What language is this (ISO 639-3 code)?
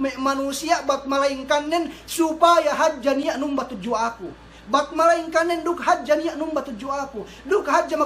yka